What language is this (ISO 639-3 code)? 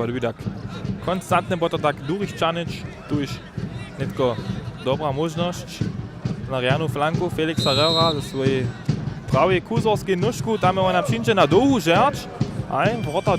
hsb